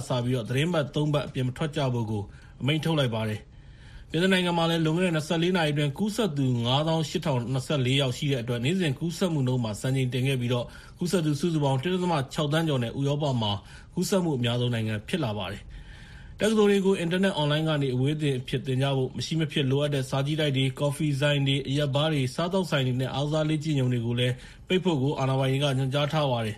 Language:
Burmese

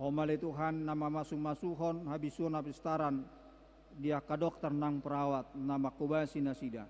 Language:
Batak Toba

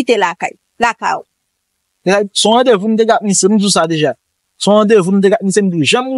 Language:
Haitian Creole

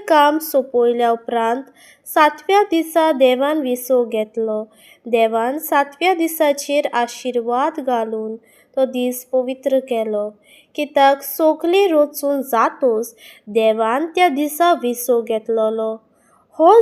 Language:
Konkani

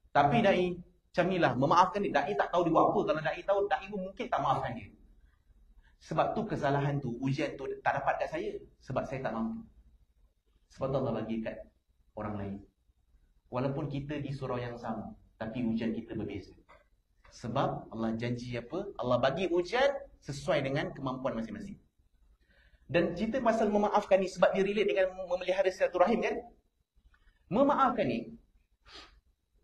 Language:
Malay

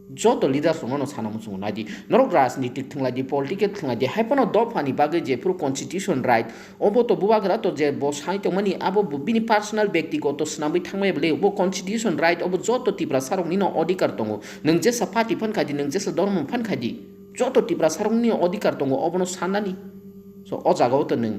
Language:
Kok Borok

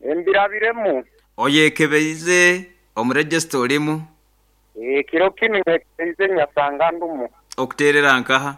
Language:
Nyoro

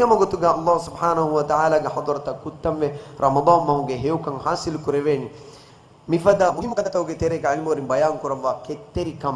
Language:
Divehi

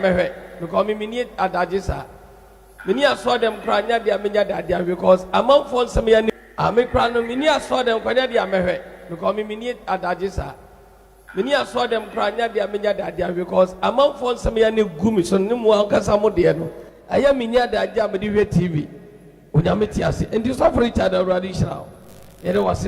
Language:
Akan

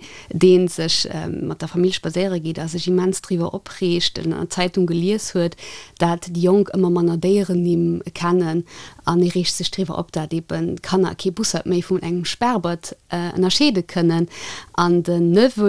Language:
Luxembourgish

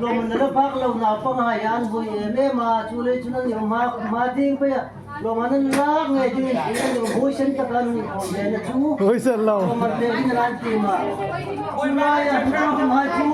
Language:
Hmar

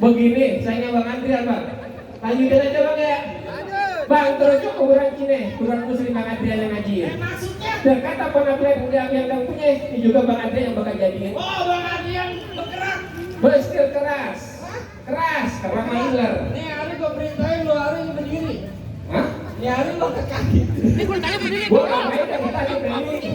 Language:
Betawi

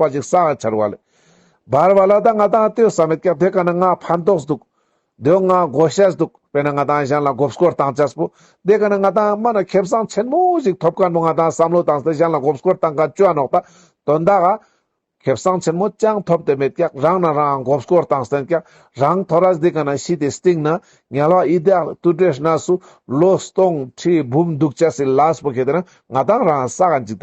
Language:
Ladakhi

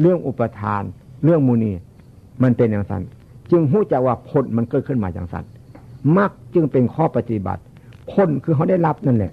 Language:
Northeastern Thai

